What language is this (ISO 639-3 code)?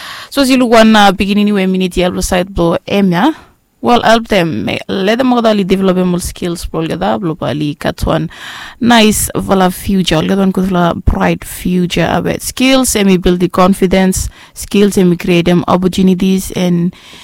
bis